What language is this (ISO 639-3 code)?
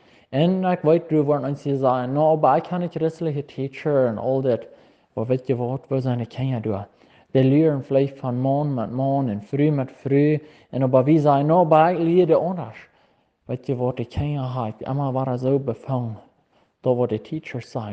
pdt